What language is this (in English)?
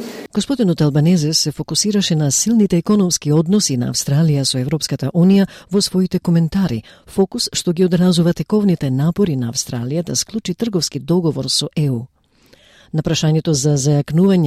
Macedonian